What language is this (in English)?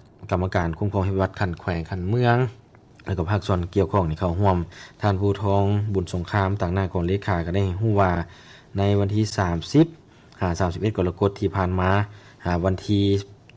Lao